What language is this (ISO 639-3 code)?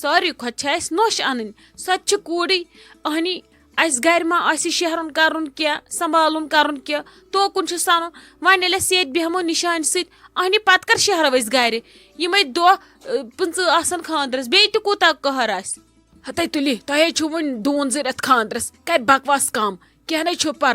kas